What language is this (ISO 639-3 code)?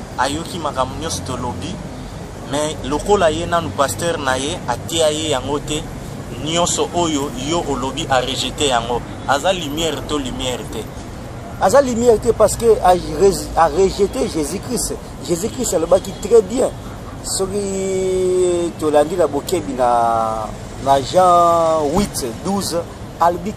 lin